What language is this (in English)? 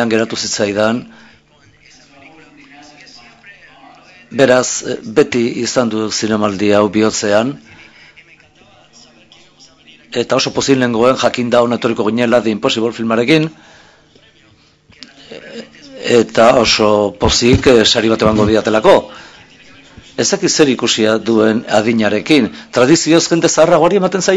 Basque